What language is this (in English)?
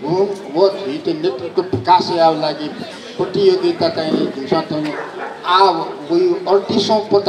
Newari